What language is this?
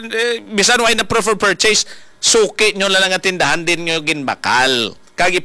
Hiligaynon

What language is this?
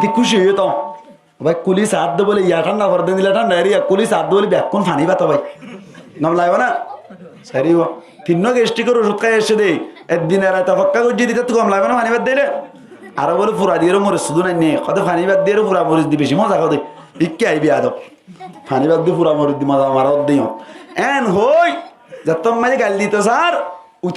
Rohingya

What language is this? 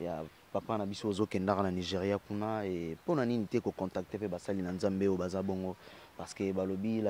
Lingala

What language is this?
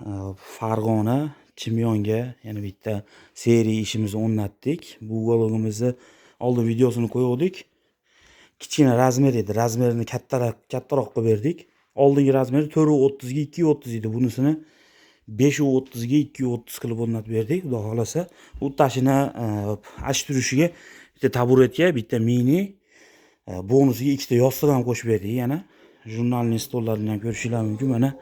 Uzbek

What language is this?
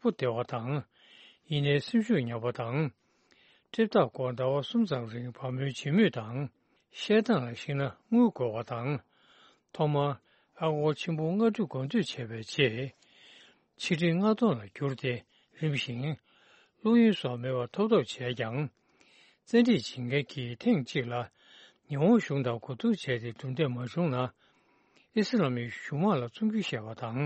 Tibetan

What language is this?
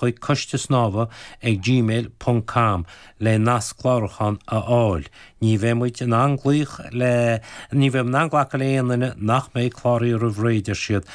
Irish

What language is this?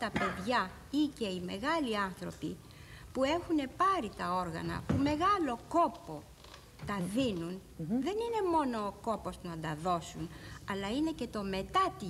Greek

